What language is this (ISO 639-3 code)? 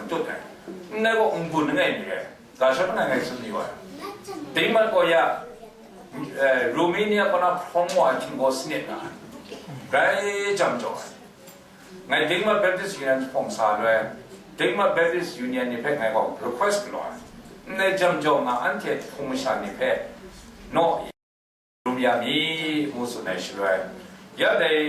kac